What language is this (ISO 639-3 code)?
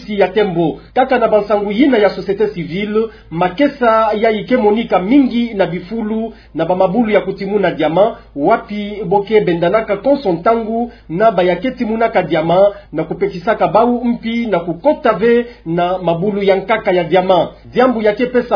ktu